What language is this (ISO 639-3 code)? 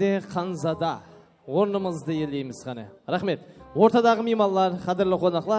kaa